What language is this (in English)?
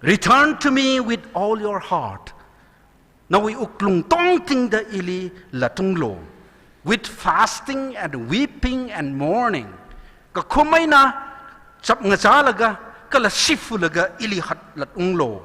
Tangkhul Naga (India)